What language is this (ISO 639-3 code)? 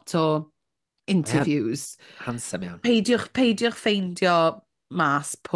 cym